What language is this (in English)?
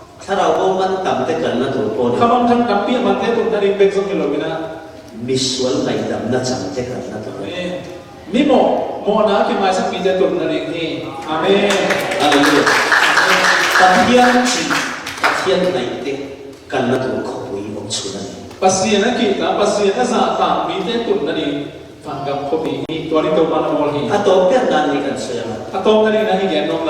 Falam Chin